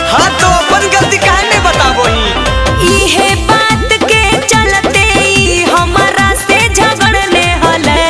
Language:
Magahi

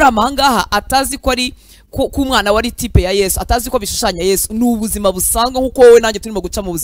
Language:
Kinyarwanda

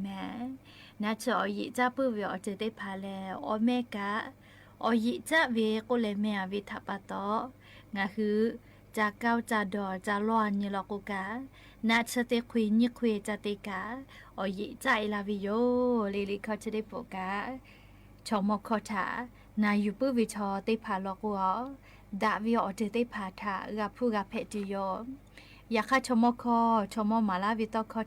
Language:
Lahu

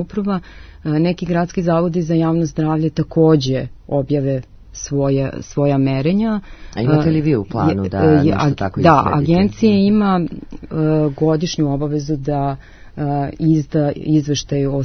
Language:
Serbian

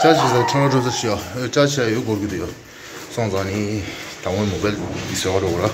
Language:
Tibetan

